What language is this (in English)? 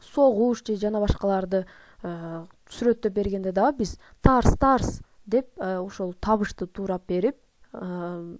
Kyrgyz